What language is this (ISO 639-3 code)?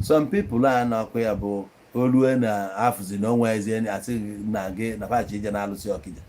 ibo